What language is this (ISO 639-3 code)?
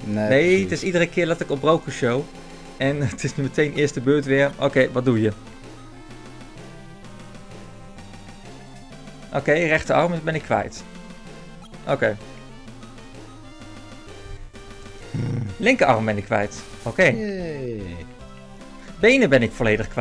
nld